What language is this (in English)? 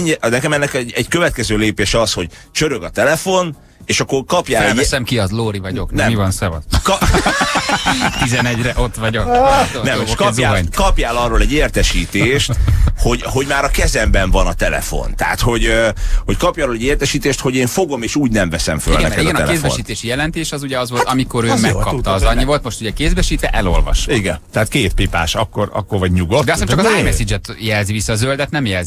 Hungarian